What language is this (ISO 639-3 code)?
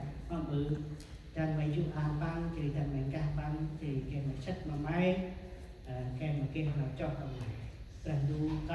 cmo